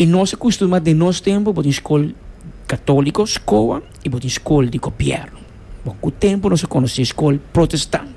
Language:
Papiamento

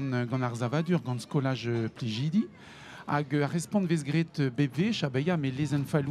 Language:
Breton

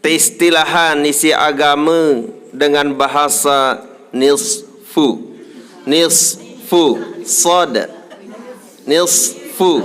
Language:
Sasak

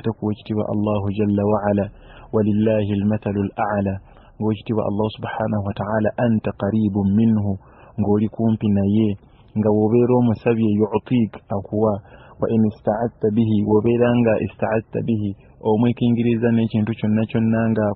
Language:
Ganda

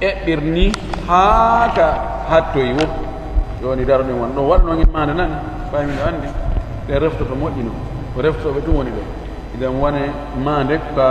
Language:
Fula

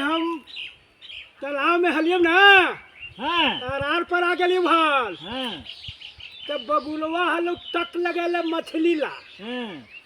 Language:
Magahi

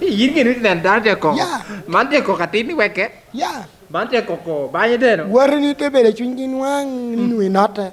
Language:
Lango (Uganda)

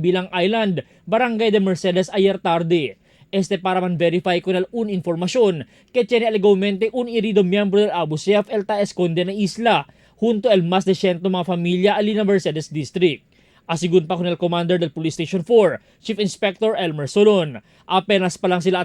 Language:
Chavacano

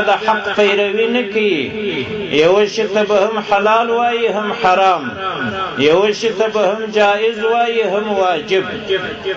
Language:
Pashto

